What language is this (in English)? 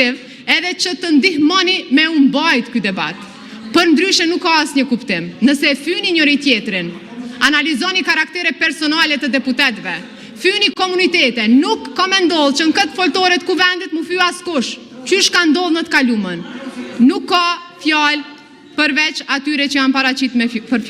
Albanian